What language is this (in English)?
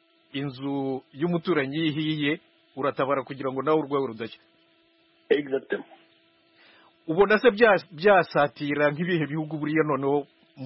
Kinyarwanda